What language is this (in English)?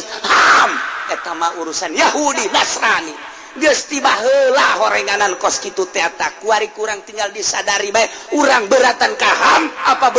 Sundanese